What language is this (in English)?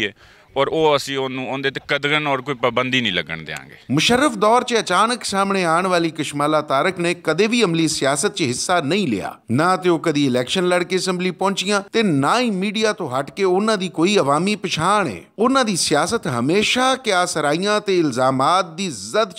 Western Panjabi